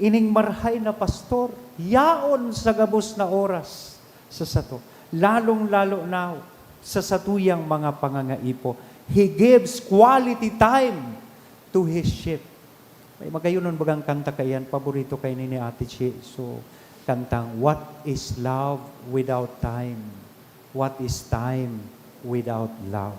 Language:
Bikol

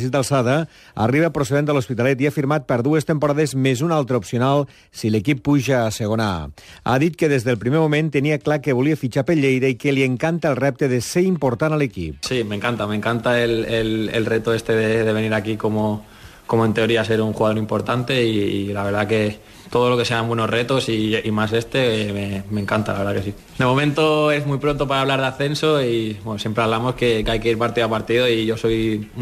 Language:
Catalan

